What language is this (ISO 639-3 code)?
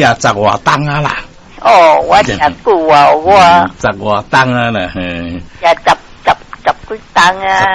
nan